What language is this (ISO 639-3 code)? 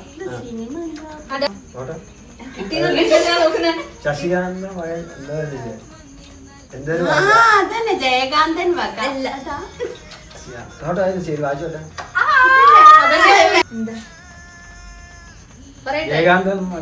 mal